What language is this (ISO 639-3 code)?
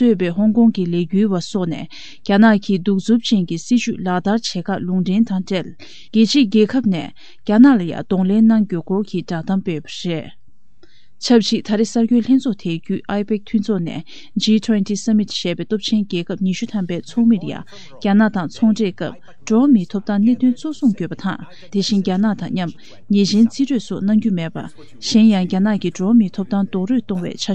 bod